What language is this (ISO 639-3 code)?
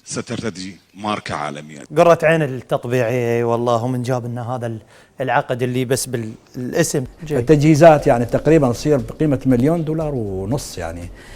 acm